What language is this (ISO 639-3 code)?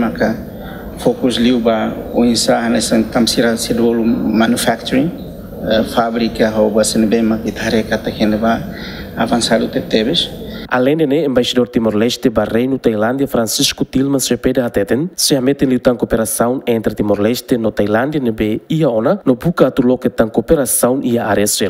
tet